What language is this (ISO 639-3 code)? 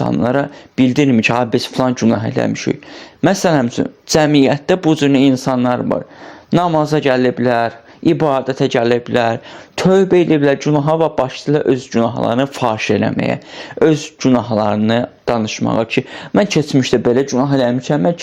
aze